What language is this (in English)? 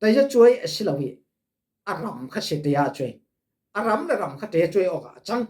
Falam Chin